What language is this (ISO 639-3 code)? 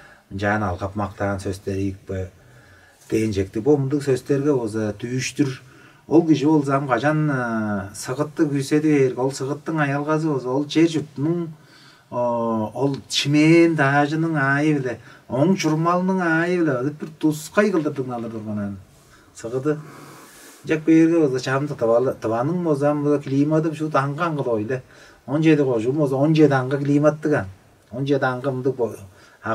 tyv